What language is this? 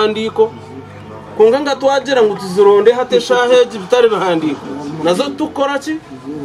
Nyankole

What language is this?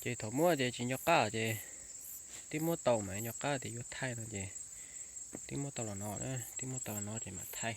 Hmong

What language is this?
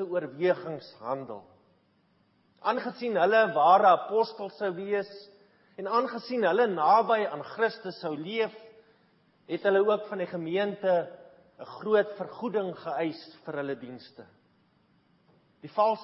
Afrikaans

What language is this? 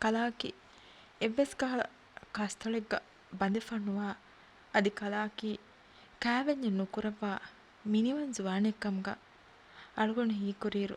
Divehi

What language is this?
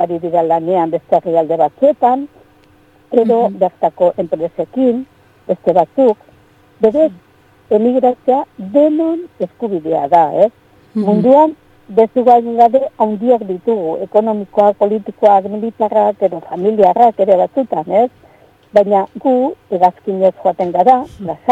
Basque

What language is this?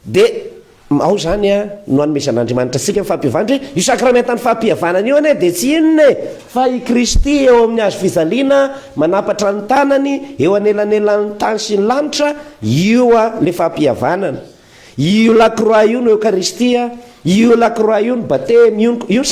Malagasy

